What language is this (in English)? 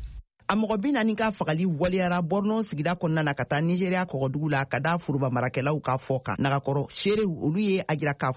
Bambara